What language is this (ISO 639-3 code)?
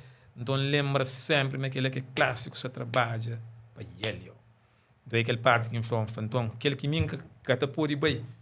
kea